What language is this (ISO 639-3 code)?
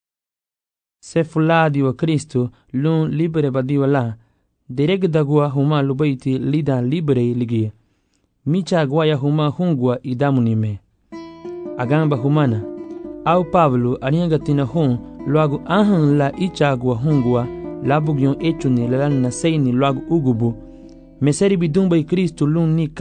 cab